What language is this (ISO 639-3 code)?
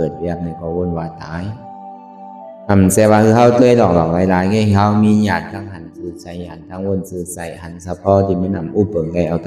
shn